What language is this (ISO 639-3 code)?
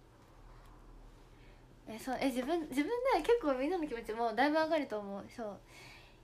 jpn